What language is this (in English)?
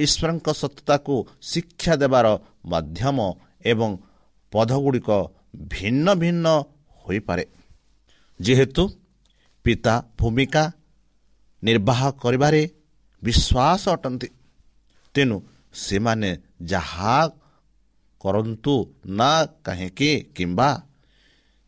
Odia